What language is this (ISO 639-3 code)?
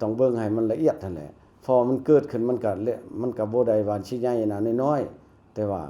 lao